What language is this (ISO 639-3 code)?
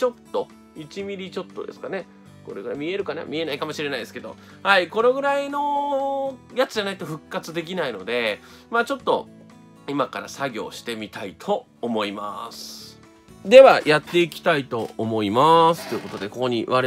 jpn